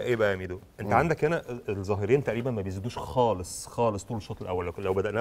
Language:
Egyptian Arabic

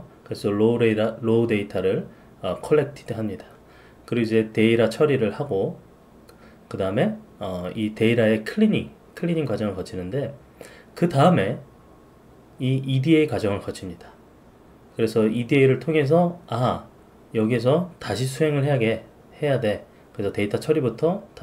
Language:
Korean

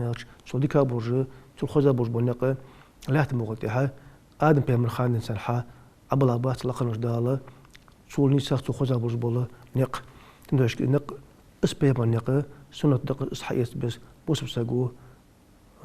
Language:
Ingush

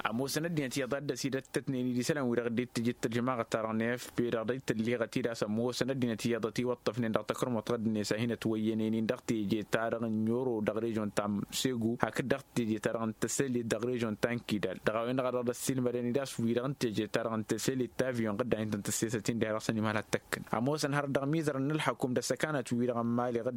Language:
Tamasheq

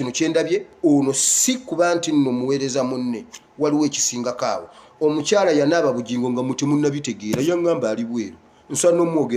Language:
Ganda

